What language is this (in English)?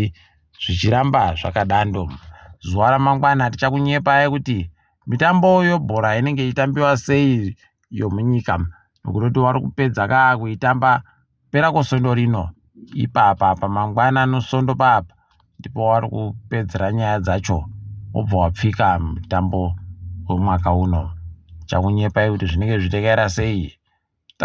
Ndau